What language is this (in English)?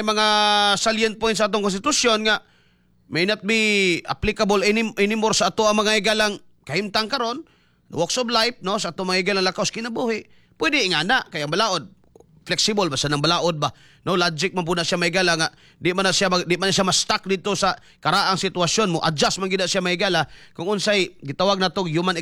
Cebuano